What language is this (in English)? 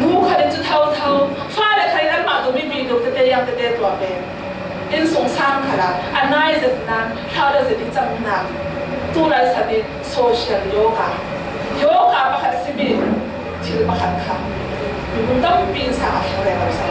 Falam Chin